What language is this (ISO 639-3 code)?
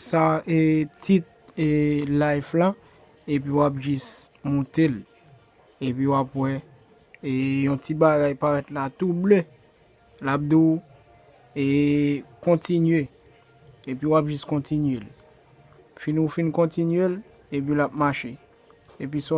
hat